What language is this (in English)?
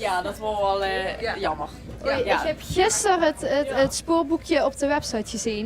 Limburgish